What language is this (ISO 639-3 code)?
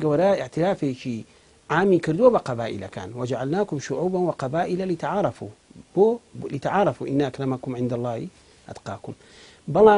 ckb